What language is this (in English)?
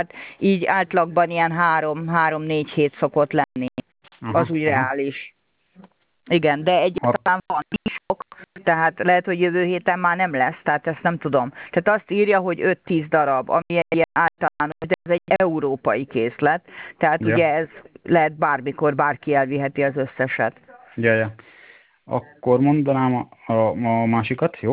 Hungarian